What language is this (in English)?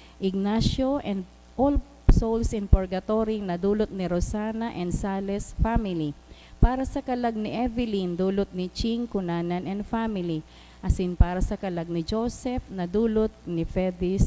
Bikol